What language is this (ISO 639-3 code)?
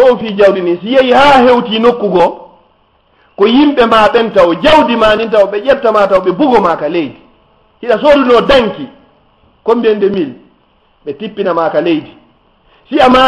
ful